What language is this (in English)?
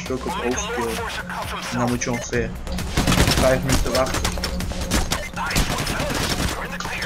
Dutch